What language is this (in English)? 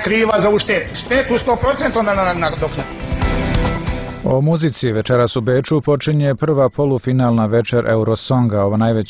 Bosnian